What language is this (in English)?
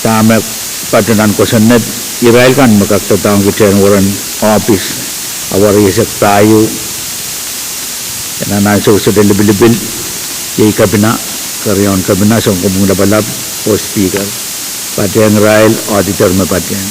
Pohnpeian